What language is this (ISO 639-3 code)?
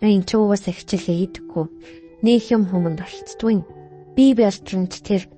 mon